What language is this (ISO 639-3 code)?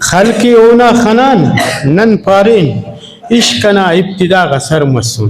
brh